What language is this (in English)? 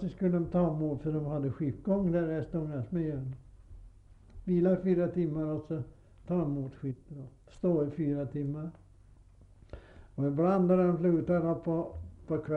Swedish